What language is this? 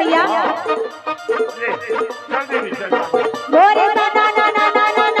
Chhattisgarhi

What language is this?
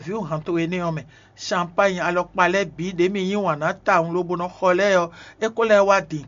Fon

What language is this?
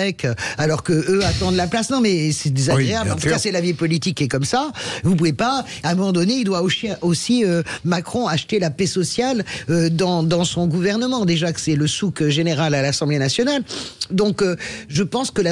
French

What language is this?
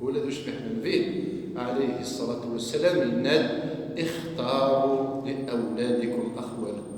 Kabyle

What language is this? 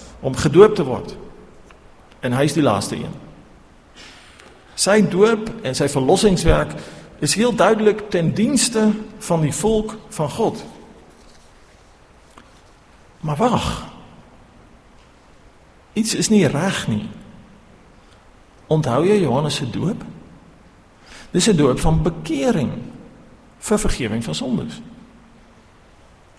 Afrikaans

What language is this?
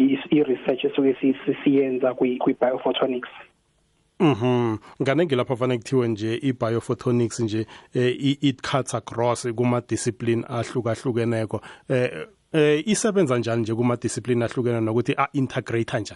South Ndebele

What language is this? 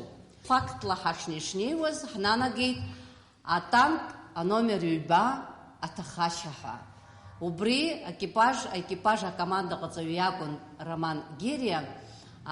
Abkhazian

